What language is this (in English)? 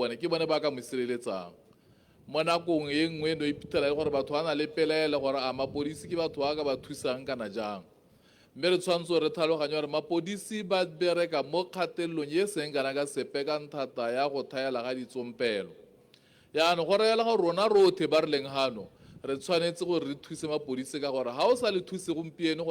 Tswana